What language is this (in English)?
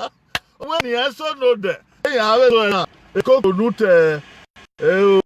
Bini